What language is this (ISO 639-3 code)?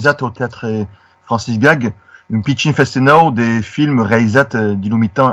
oci